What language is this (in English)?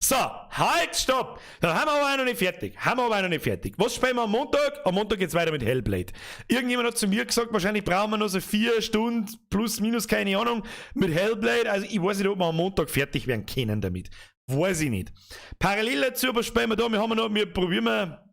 Bavarian